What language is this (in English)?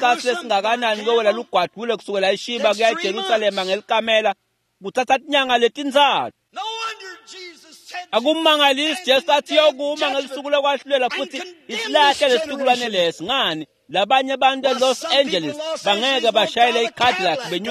Swati